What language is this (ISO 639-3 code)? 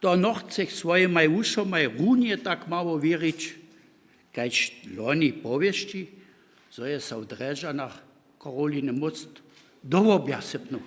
hsb